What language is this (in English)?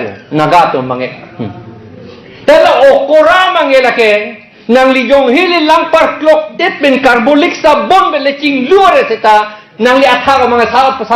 Karbi